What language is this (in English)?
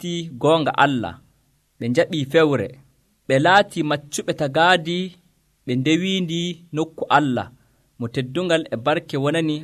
Nigerian Fulfulde